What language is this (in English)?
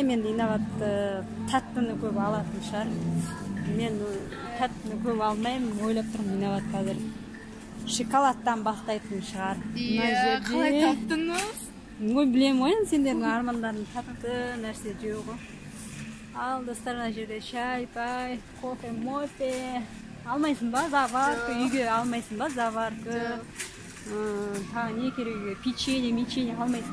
Kazakh